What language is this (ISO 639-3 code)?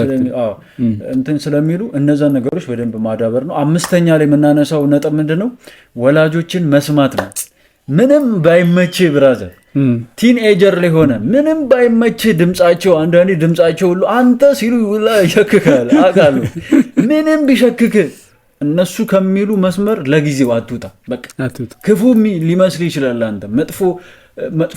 amh